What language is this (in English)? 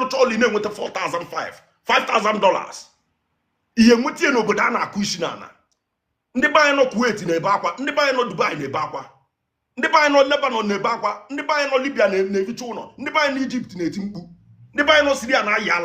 Igbo